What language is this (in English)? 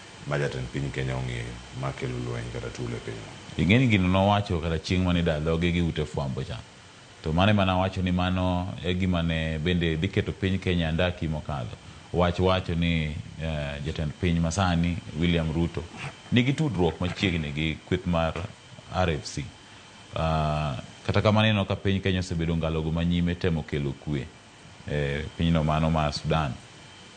Luo (Kenya and Tanzania)